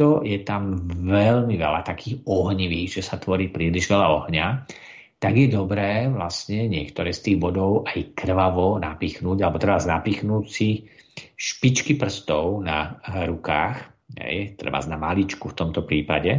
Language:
Slovak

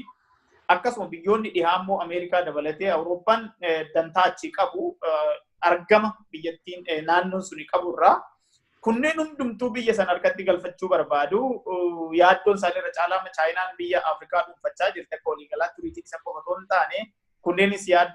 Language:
Oromo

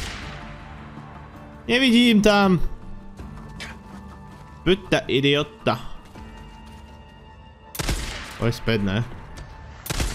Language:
Slovak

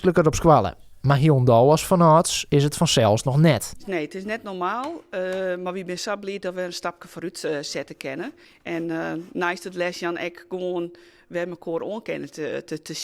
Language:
Western Frisian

